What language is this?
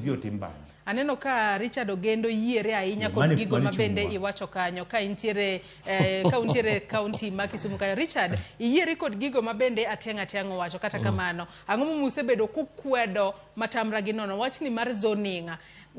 Luo (Kenya and Tanzania)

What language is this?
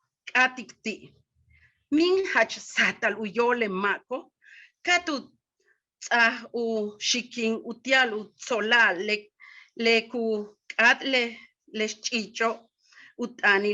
Yucateco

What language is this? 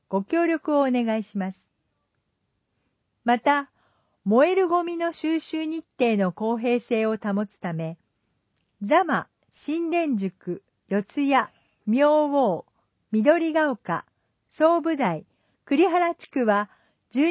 Japanese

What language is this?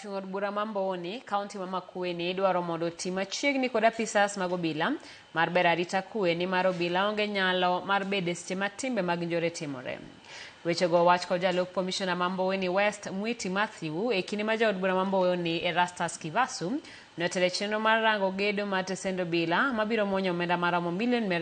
Luo (Kenya and Tanzania)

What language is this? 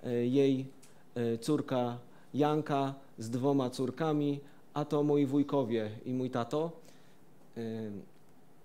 Polish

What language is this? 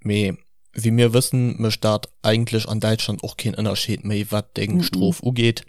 Luxembourgish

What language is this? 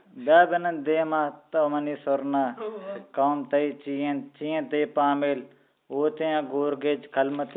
Eastern Balochi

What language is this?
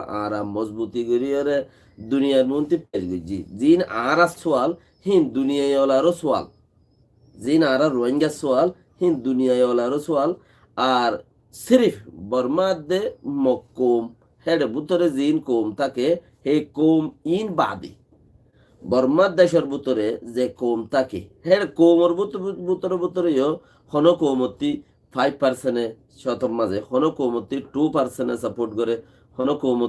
Rohingya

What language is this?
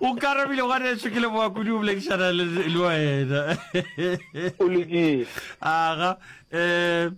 Northern Sotho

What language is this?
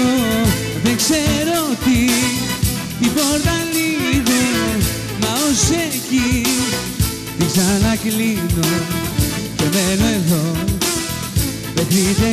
Greek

